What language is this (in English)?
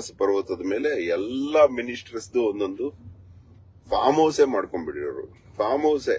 Kannada